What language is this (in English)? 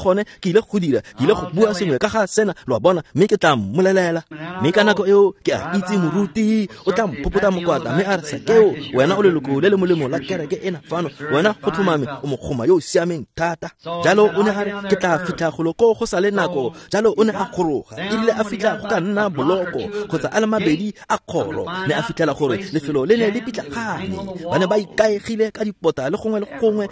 Tswana